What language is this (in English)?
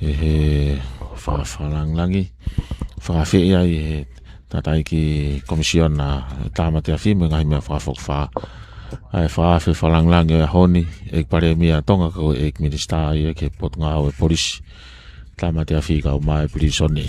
Tongan